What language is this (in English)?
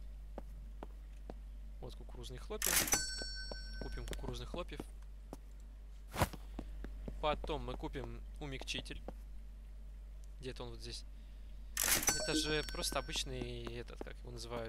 Russian